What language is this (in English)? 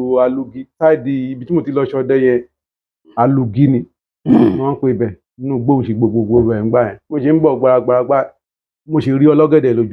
Yoruba